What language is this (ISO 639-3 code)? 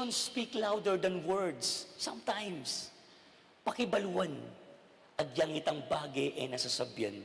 pam